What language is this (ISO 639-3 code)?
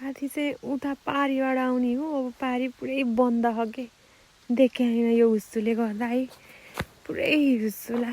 nep